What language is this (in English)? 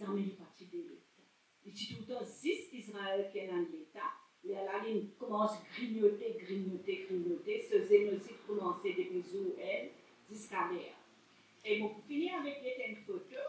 Morisyen